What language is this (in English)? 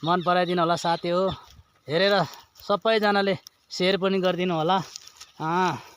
Nepali